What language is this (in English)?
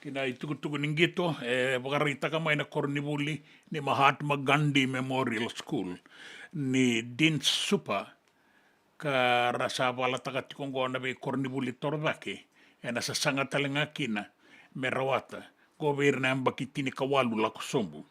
Fijian